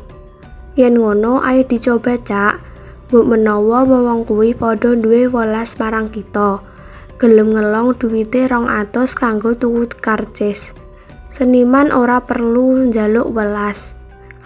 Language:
Javanese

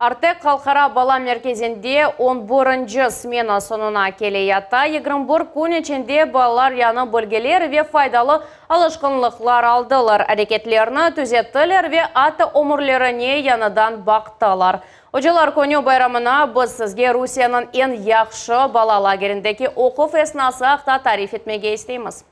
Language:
Crimean Tatar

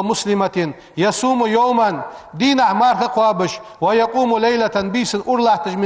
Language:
Ingush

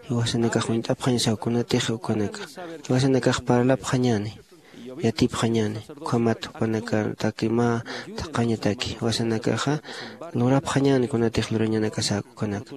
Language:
Aymara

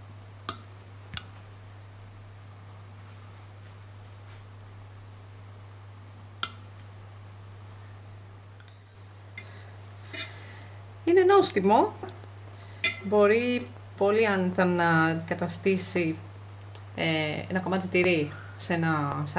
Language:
Greek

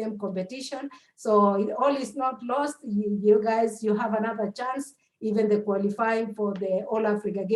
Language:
Kalenjin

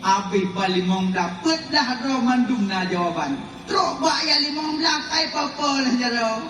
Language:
Achinese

